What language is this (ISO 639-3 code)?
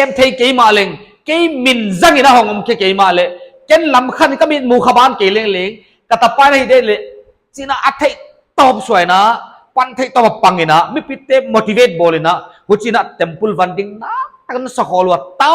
pck